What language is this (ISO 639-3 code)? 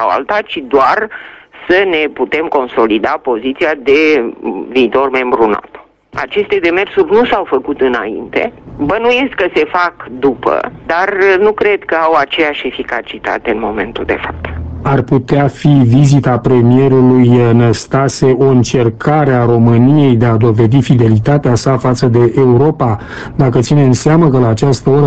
ron